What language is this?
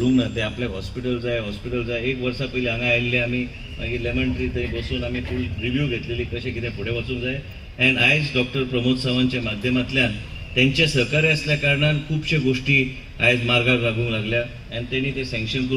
Konkani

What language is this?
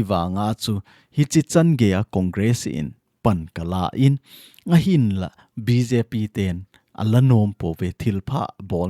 Thado Chin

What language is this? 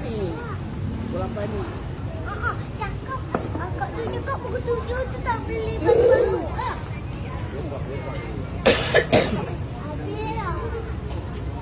Malay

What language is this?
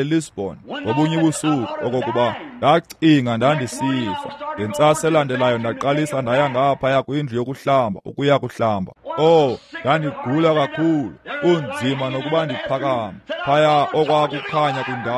Xhosa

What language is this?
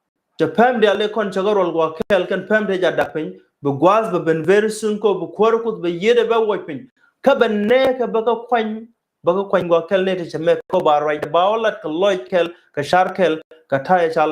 Nuer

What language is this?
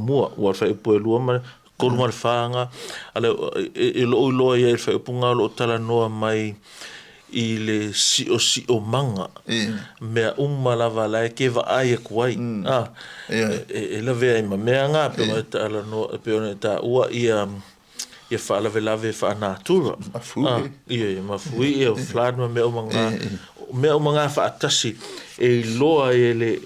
Samoan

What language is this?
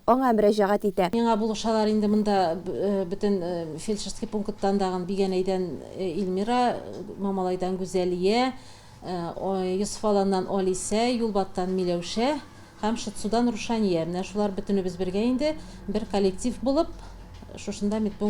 Tatar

